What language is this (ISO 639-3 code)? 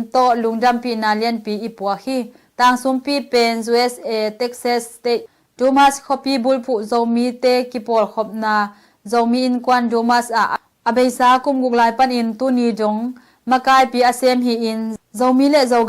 ctd